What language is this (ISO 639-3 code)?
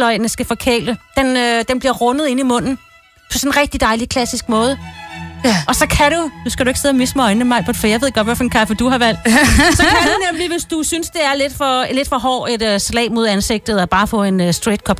dan